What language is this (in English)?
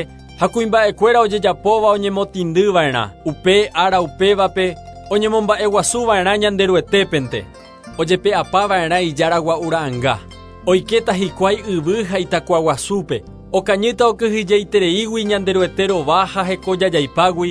Guarani